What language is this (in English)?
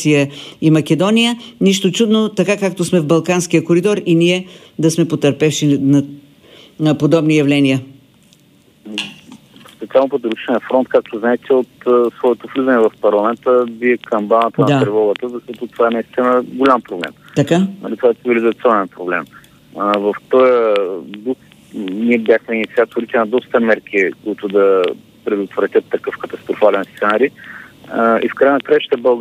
Bulgarian